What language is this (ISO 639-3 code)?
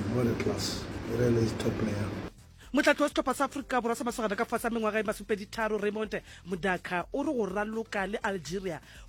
nso